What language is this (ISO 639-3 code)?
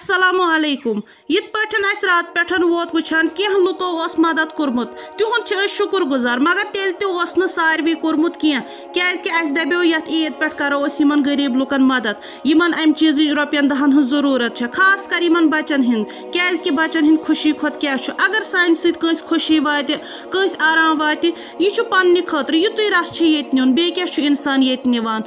kas